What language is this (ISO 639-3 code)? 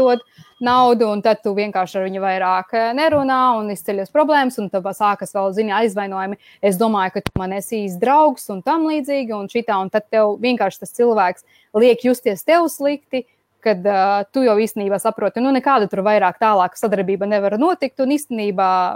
lav